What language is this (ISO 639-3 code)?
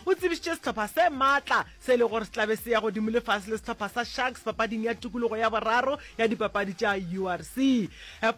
nso